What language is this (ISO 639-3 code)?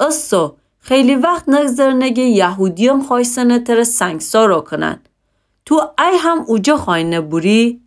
glk